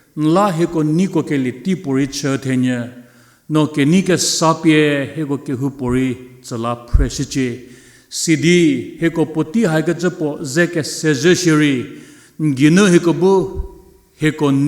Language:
Angami Naga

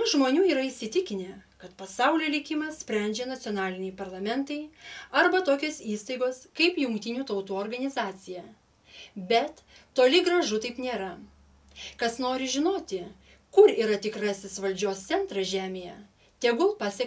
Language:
Lithuanian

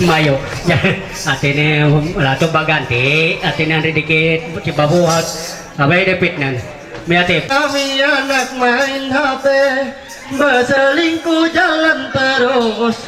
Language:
Ma'anyan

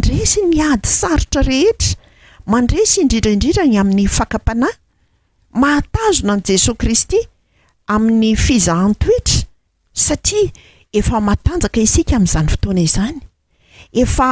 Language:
Malagasy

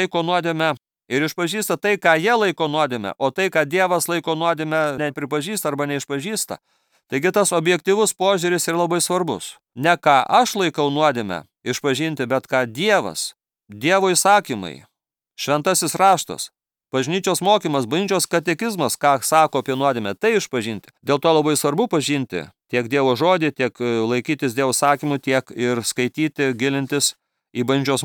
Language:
Lithuanian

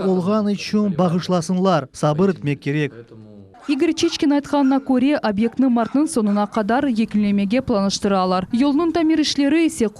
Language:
Crimean Tatar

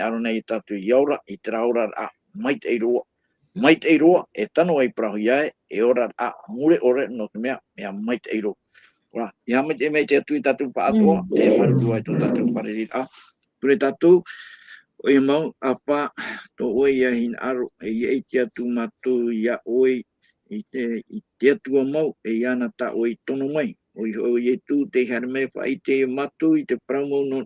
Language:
Tahitian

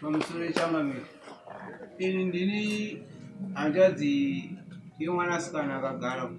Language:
Shona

